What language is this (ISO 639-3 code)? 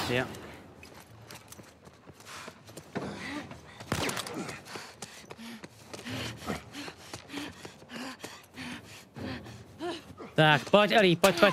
ces